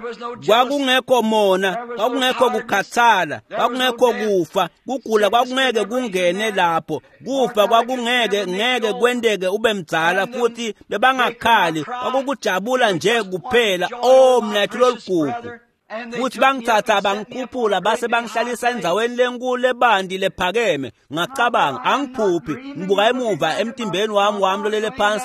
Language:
Swati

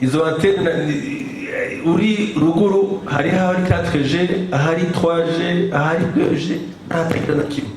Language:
Rundi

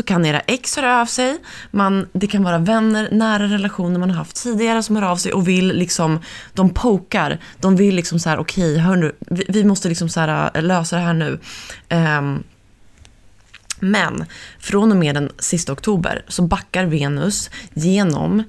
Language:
Swedish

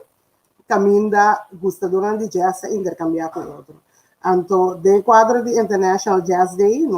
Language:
Papiamento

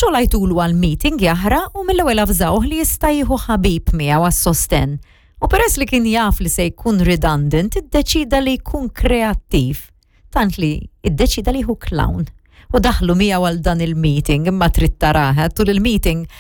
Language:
Maltese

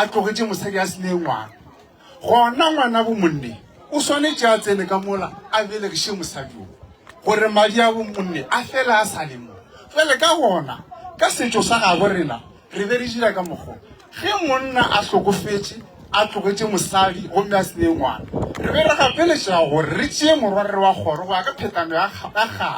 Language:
Northern Sotho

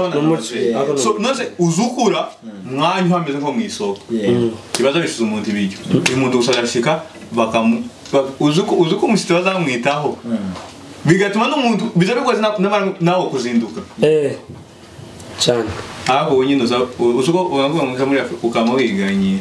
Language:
Kinyarwanda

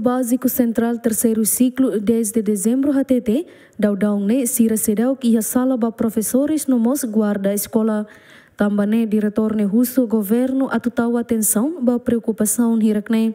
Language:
Tetum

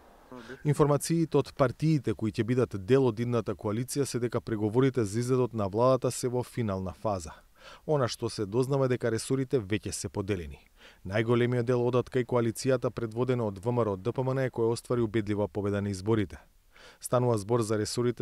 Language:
Macedonian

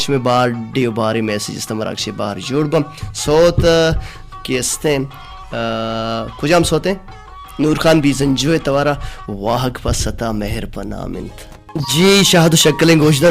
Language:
Baluchi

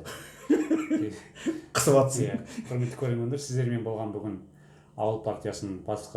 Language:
Kazakh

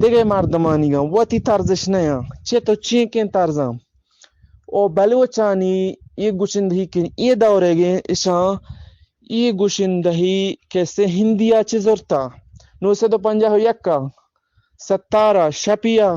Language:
Eastern Balochi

